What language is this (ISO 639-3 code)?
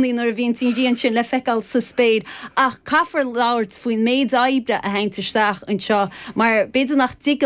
gle